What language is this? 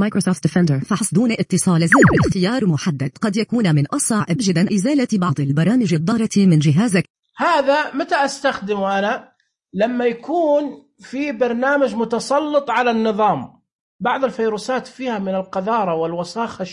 Najdi Arabic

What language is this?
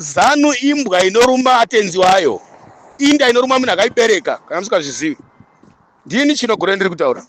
Shona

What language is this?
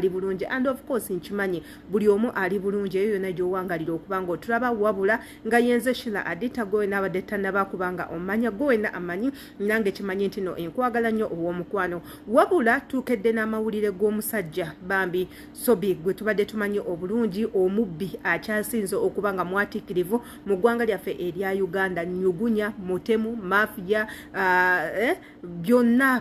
Ganda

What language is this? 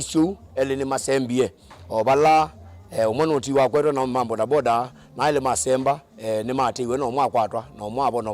Kamba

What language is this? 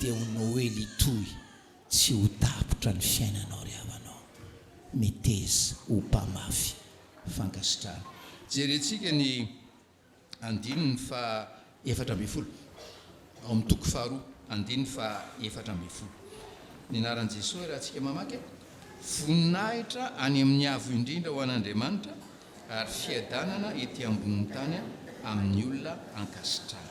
Malagasy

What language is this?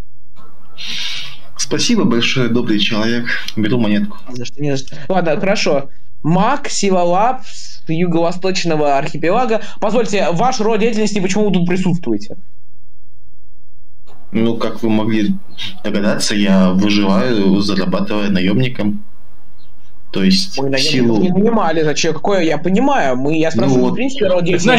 Russian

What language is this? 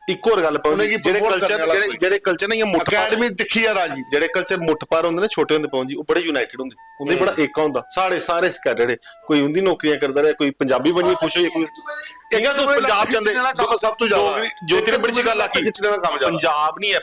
Dogri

